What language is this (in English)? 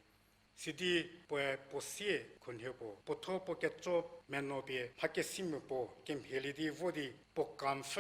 Angami Naga